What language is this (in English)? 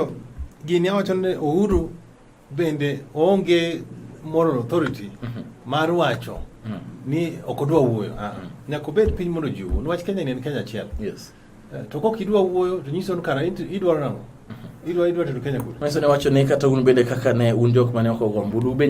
Luo (Kenya and Tanzania)